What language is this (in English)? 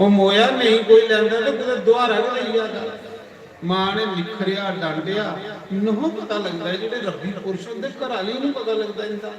Dogri